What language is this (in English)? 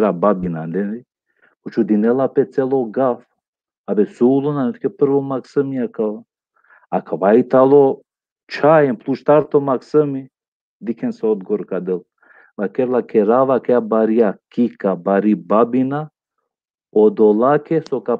Balkan Romani